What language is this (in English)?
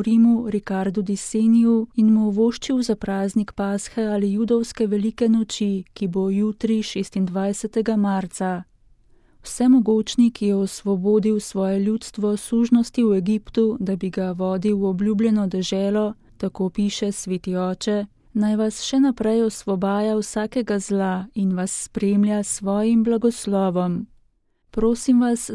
Slovenian